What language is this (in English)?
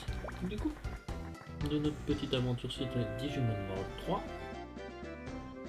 French